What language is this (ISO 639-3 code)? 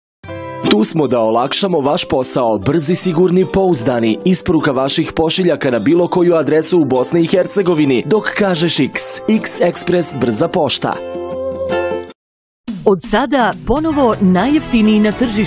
bos